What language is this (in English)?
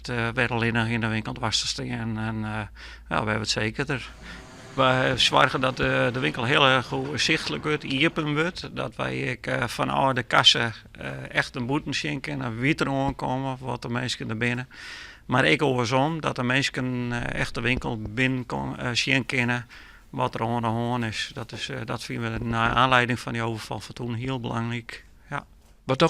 Western Frisian